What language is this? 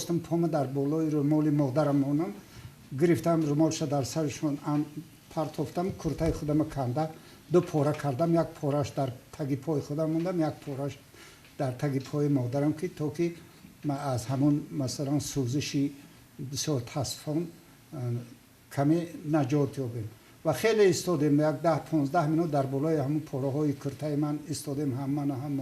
Tajik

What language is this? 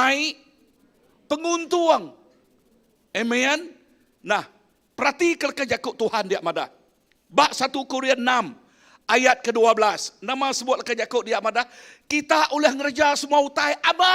Iban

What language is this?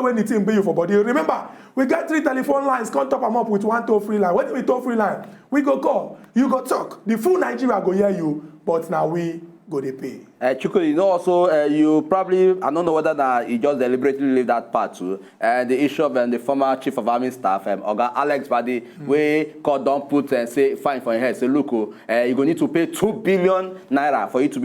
Nigerian Pidgin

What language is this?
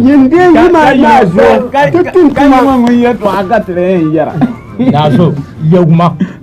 Dagbani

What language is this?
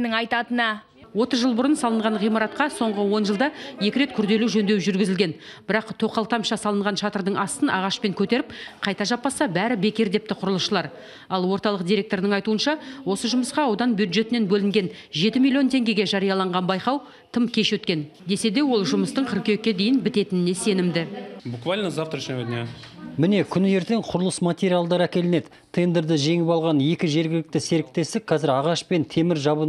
Kazakh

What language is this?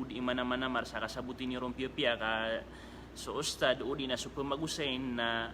Maranao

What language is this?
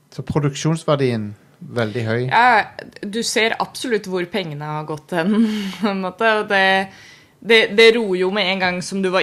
Norwegian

